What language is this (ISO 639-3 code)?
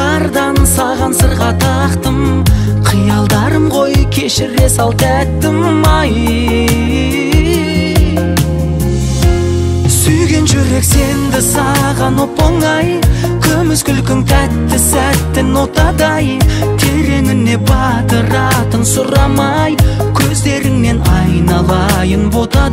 kaz